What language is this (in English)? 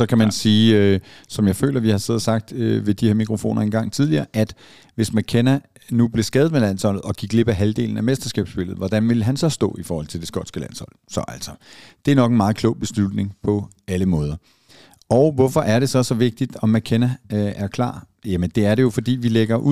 Danish